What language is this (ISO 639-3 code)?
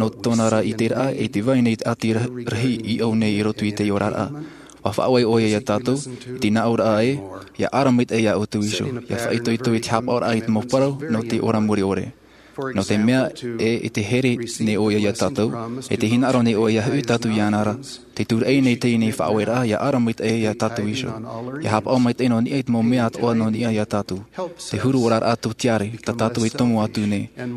tah